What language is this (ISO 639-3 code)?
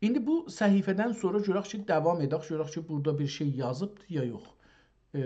azb